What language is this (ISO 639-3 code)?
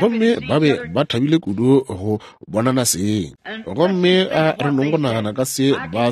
nso